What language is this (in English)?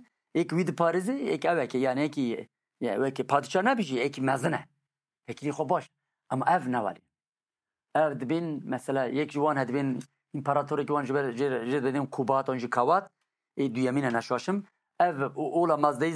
Kurdish